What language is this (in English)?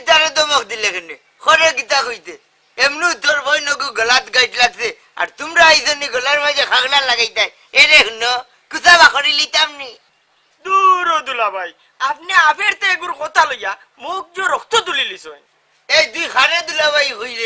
Sylheti